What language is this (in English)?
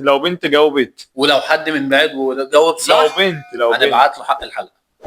Egyptian Arabic